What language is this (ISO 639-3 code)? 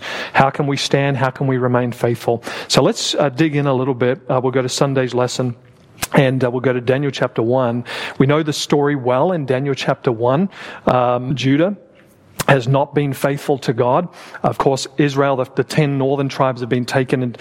eng